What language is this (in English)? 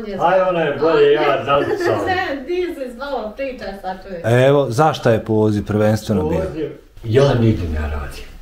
Bosnian